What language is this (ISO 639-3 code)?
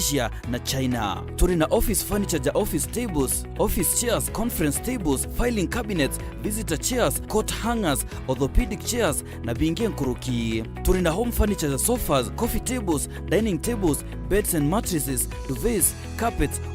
mer